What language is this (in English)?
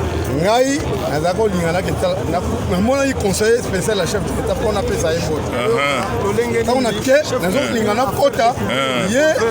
Lingala